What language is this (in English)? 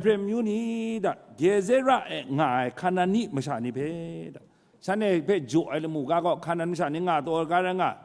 Kachin